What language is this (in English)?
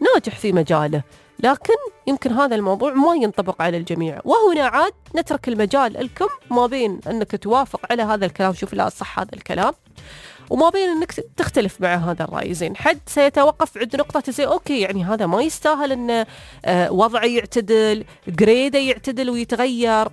Najdi Arabic